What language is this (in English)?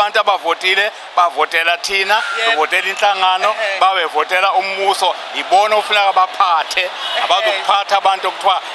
Zulu